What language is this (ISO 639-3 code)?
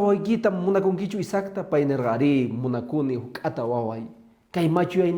que